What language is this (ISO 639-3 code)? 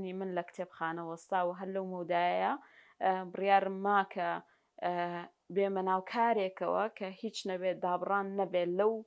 ckb